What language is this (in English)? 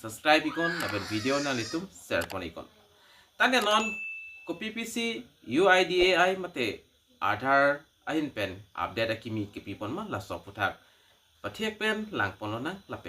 Karbi